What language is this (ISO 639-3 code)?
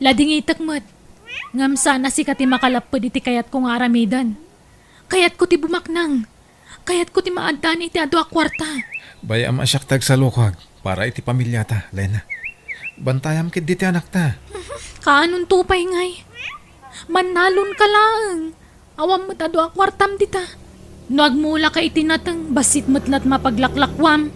ilo